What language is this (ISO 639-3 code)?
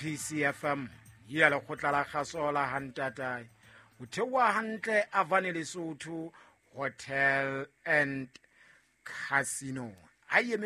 sot